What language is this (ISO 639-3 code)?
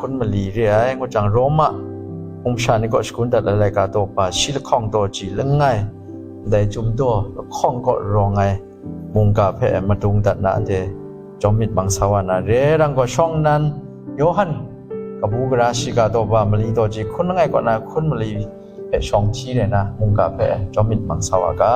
kac